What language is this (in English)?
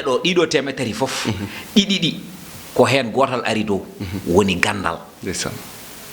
Fula